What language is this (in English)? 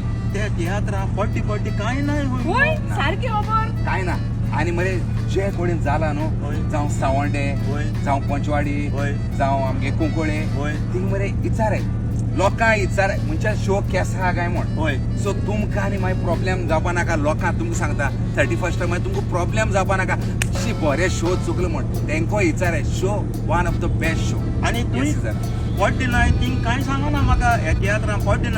Konkani